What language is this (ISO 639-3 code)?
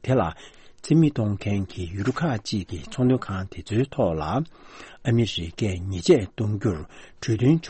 bod